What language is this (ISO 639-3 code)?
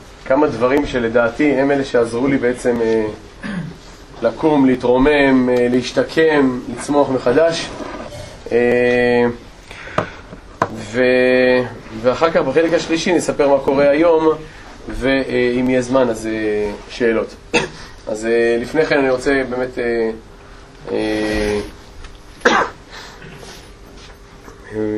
heb